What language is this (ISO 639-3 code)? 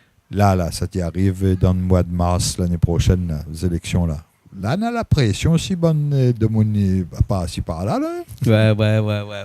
rcf